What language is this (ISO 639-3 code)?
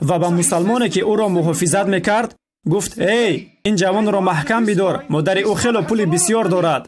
tgk